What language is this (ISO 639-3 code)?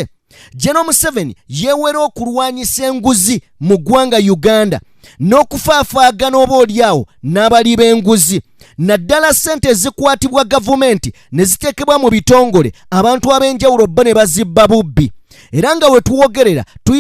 lug